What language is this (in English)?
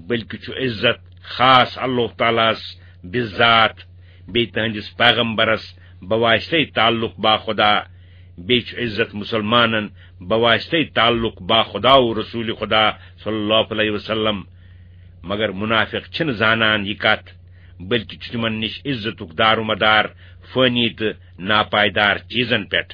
Kashmiri